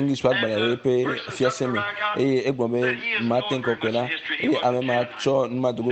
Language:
Ewe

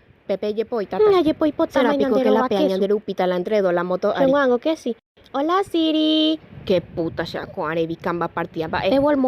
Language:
Guarani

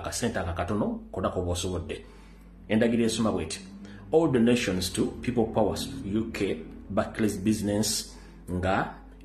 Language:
Ganda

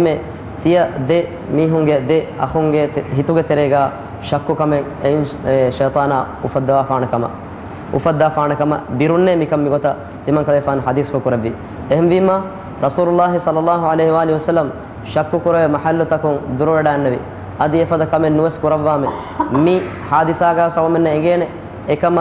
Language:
Divehi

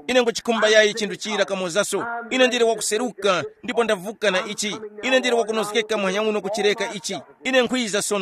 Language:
Tumbuka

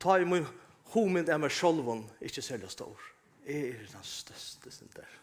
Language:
Faroese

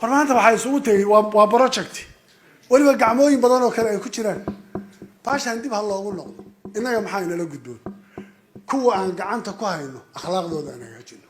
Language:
Somali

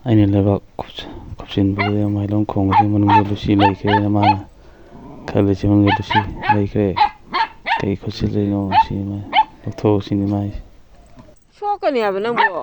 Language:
Manipuri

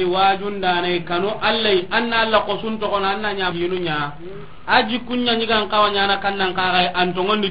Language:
Soninke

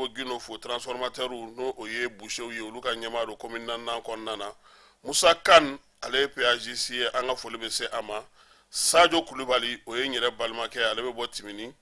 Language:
Bambara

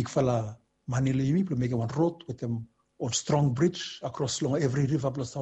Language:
Bislama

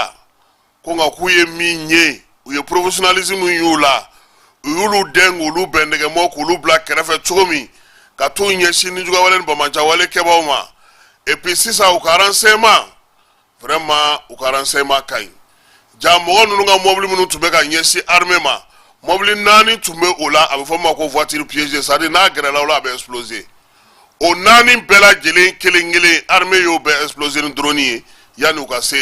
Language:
Bambara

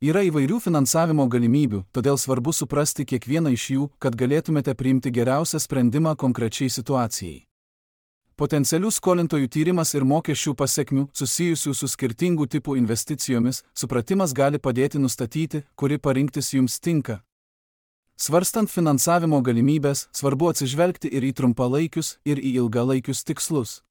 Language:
Lithuanian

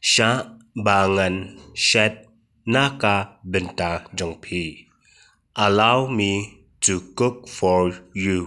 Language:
Khasi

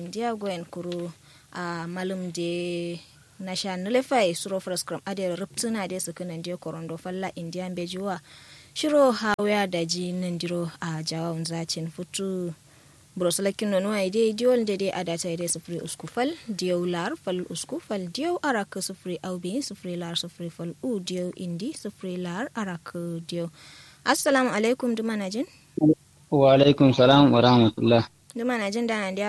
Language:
Kanuri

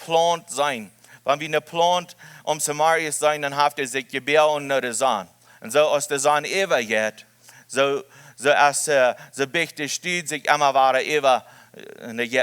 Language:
Plautdietsch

